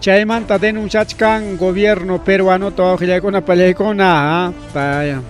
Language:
Ayacucho Quechua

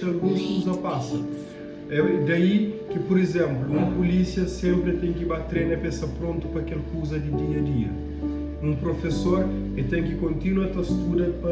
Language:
Kabuverdianu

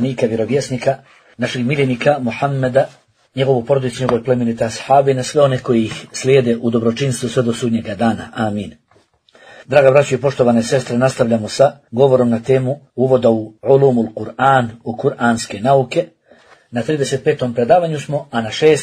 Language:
Bosnian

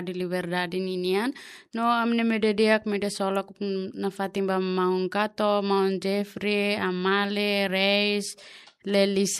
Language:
Tetum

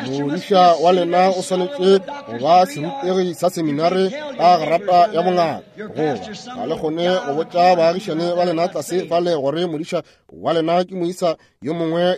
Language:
Northern Sotho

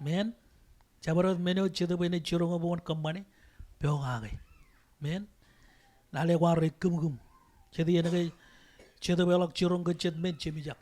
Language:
Marshallese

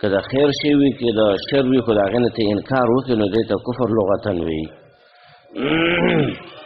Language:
Pashto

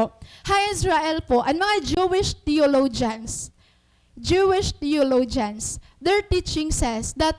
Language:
Waray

